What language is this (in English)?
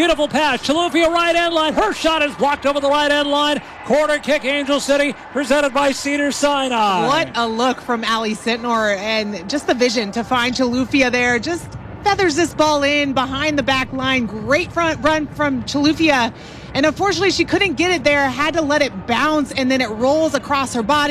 English